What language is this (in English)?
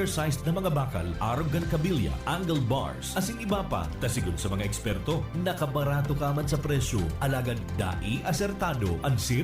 Bikol